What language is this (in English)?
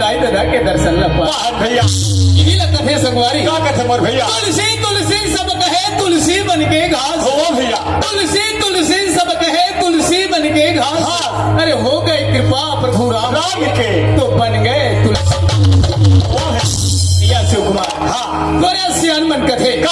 Chhattisgarhi